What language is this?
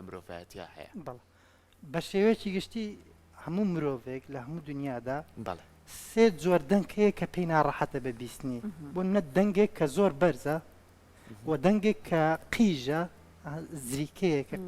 Central Kurdish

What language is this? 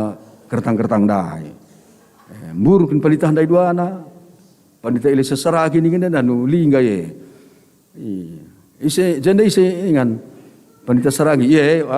Batak Karo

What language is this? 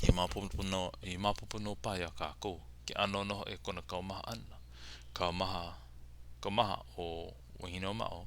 Hawaiian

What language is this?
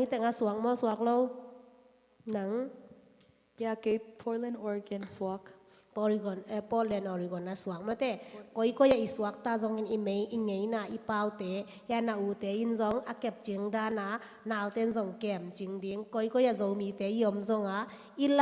Tedim Chin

